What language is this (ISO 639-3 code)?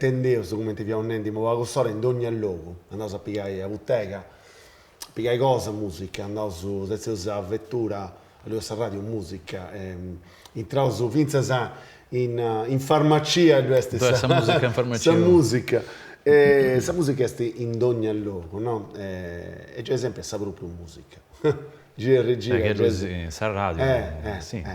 srd